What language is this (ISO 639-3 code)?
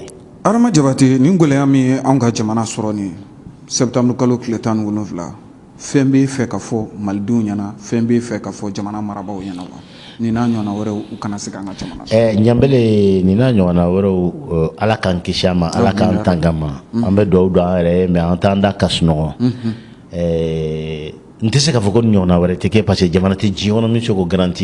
bam